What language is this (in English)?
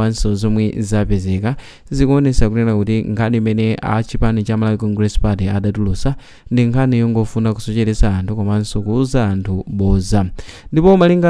Nyanja